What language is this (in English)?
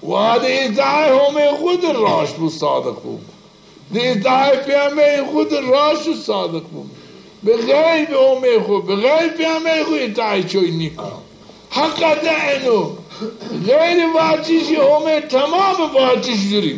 Zaza